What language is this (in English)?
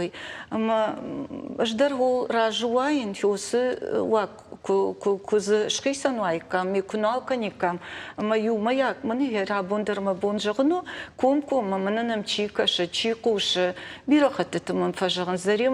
Ossetic